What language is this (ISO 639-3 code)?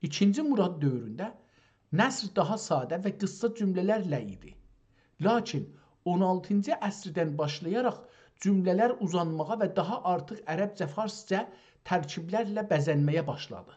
azb